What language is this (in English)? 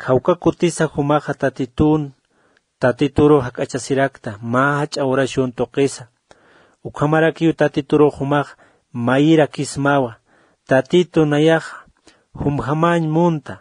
Aymara